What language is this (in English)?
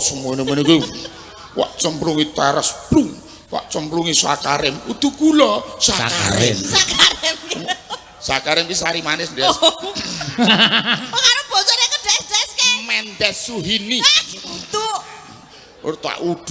Javanese